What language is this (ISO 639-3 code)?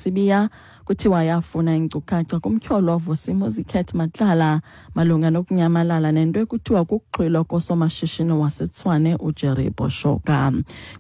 xho